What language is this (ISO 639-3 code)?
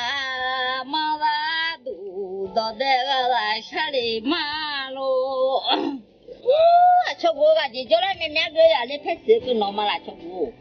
ahk